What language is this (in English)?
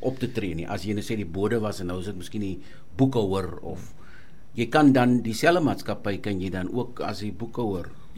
Afrikaans